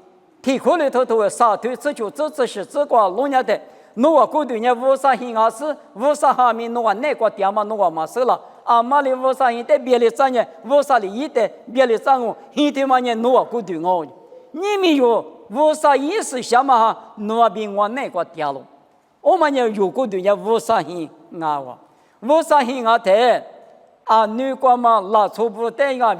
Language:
Lisu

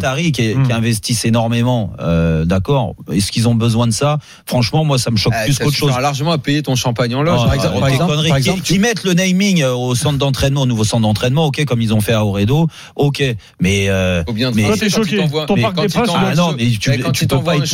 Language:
French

